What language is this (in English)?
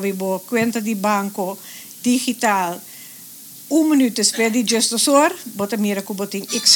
Papiamento